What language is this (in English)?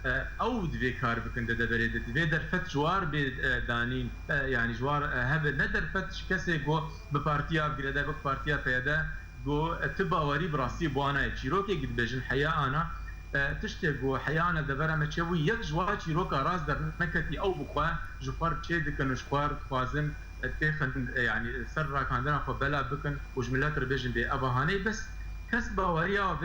Kurdish